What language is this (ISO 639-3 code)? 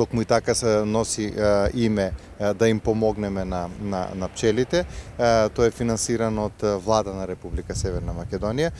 mkd